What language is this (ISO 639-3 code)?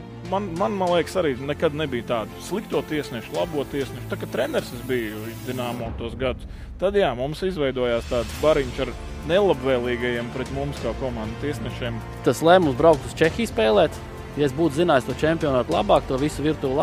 lav